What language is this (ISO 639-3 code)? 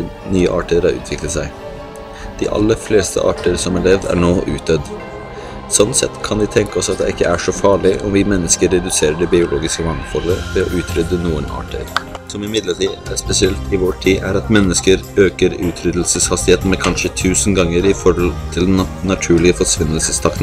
nor